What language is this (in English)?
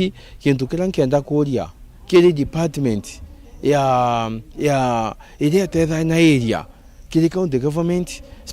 Meru